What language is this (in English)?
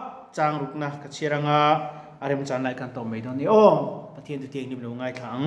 Mizo